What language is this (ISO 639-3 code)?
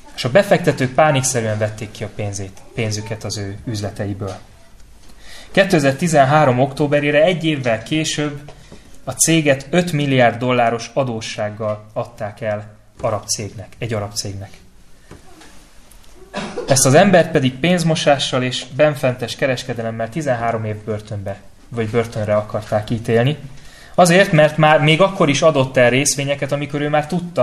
hun